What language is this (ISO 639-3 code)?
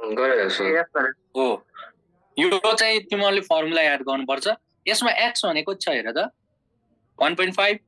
nep